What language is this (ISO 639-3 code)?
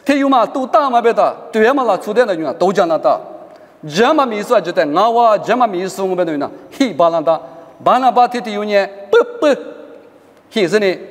lis